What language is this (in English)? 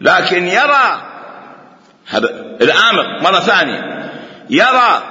Mesopotamian Arabic